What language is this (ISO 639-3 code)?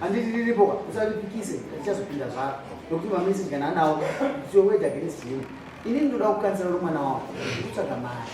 sna